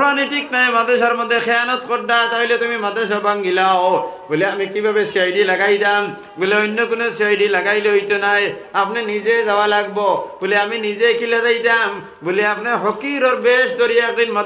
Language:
Sylheti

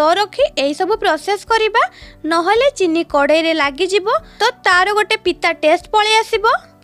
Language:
Odia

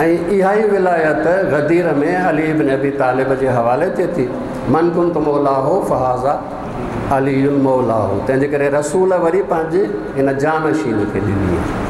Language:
Sindhi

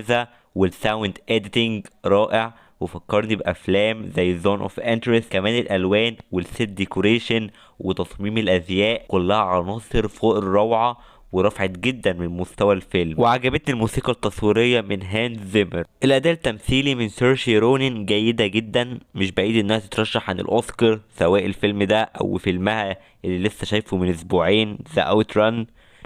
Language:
Egyptian Arabic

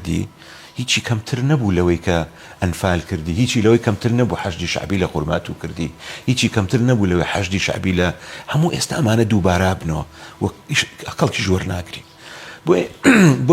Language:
Central Kurdish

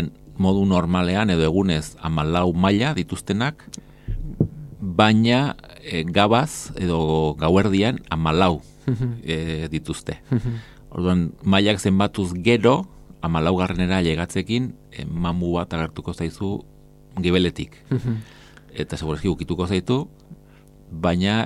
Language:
Basque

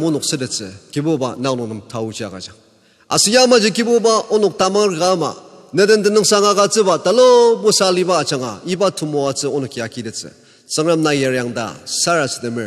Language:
Ao Naga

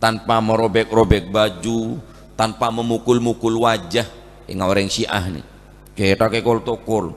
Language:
Madurese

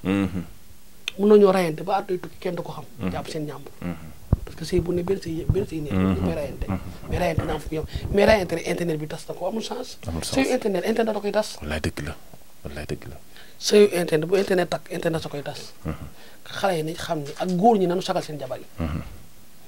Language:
Wolof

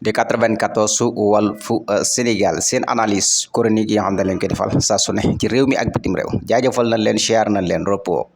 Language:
Wolof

